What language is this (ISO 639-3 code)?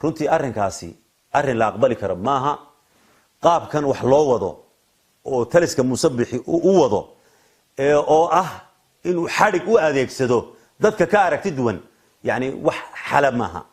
som